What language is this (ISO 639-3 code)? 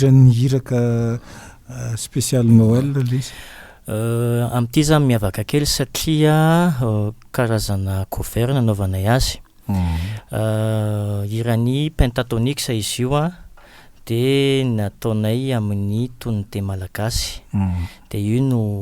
mlg